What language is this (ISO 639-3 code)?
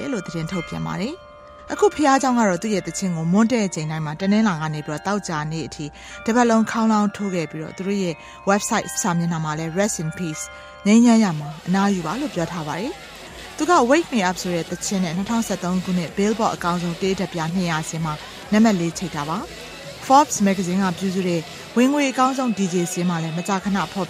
mya